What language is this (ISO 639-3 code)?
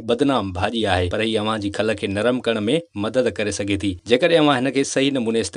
snd